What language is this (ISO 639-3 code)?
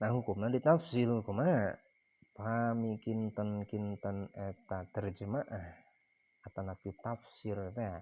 sun